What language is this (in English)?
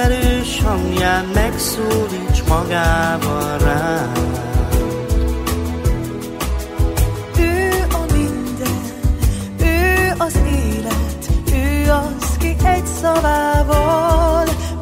Hungarian